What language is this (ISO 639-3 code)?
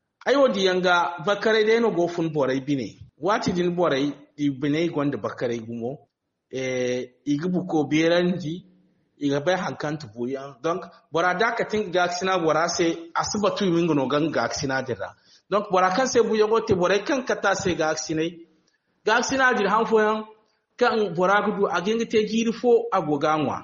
dje